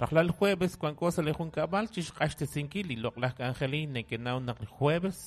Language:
Kekchí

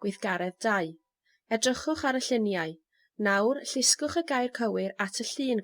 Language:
Welsh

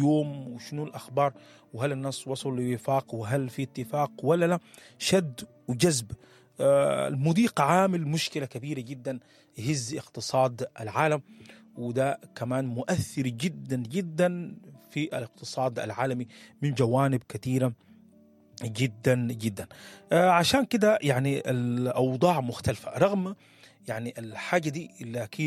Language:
Sudanese Arabic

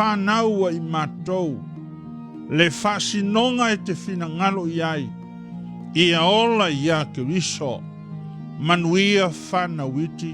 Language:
Samoan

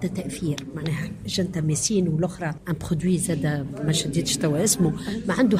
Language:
Tunisian Arabic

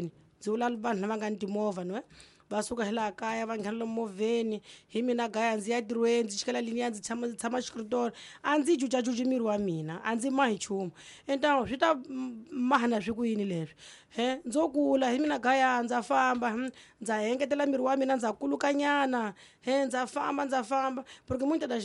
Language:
Tsonga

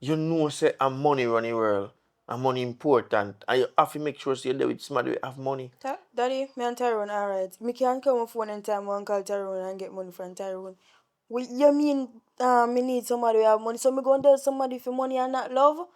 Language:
Jamaican Creole English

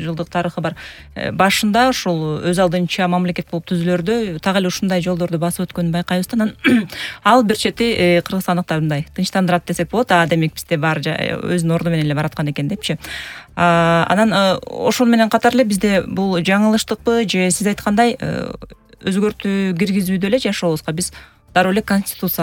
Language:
Kyrgyz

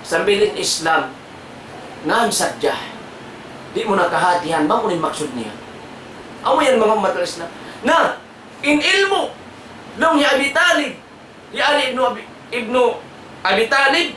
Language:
Tausug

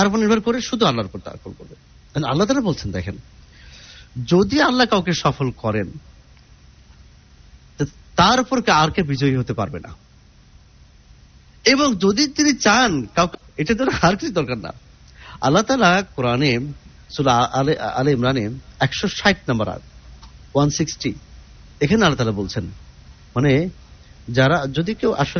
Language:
Bangla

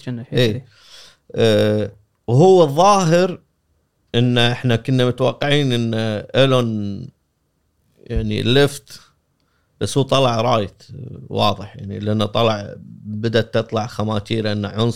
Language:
Gulf Arabic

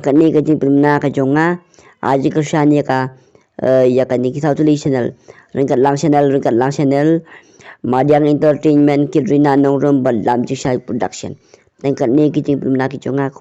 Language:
Khasi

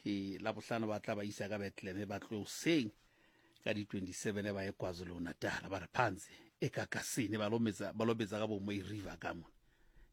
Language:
Southern Sotho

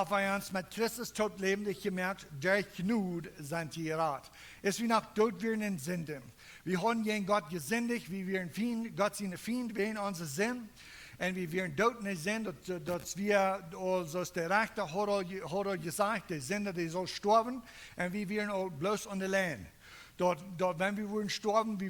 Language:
Plautdietsch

